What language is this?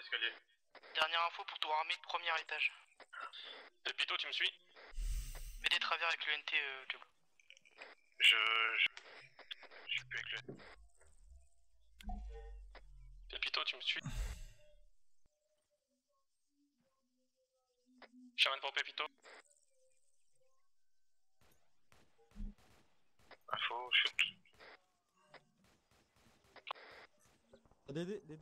French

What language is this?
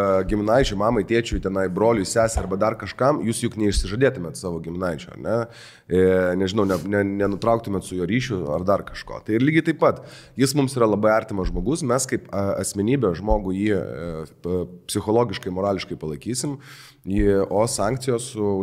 Lithuanian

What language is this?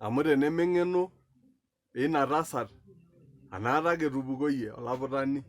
Masai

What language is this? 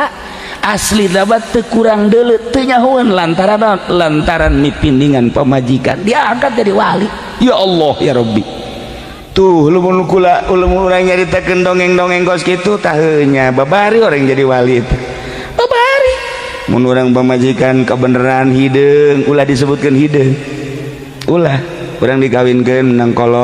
Sundanese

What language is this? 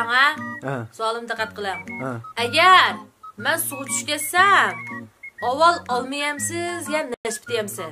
Uyghur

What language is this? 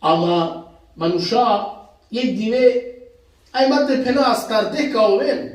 Balkan Romani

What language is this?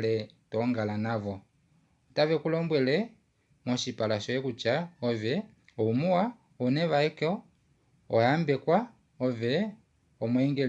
Kuanyama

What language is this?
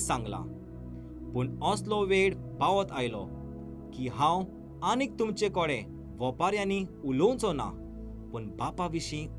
Konkani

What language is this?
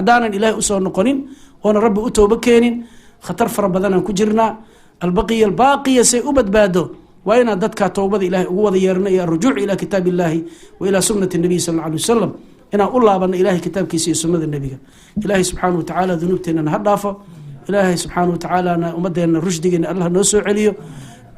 Somali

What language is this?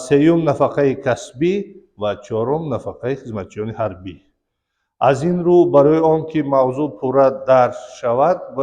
Tajik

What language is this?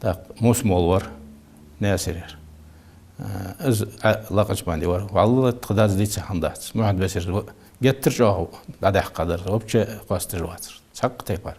Ingush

